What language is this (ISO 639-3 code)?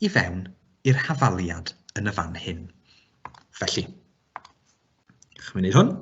cym